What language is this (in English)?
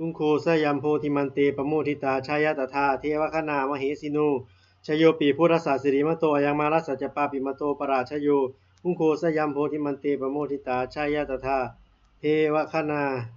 Pali